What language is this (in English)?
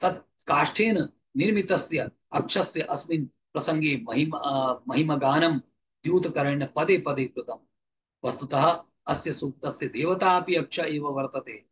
Sanskrit